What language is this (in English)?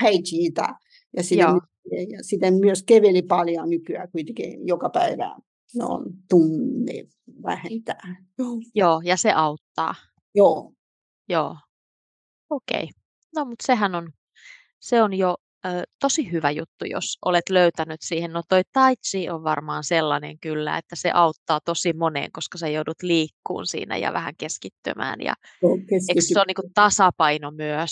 Finnish